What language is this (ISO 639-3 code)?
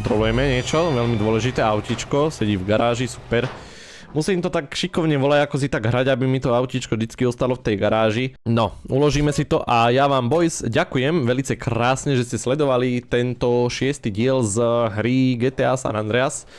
slk